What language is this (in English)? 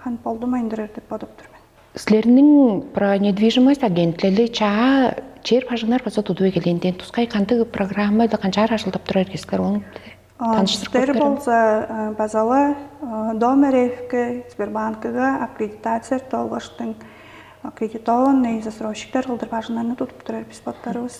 Tuvinian